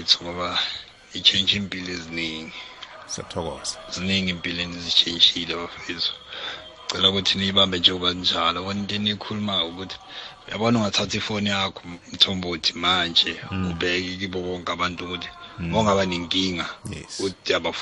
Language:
South Ndebele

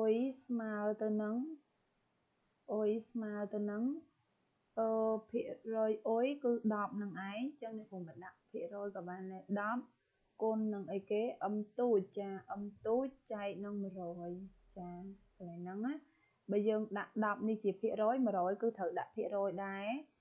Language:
Khmer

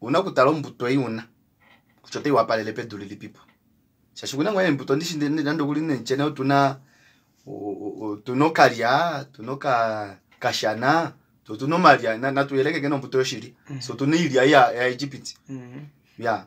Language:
Kuanyama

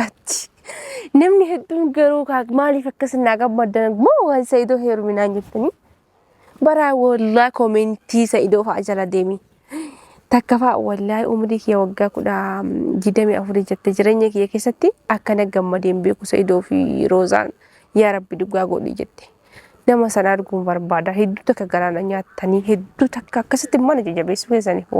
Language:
Oromo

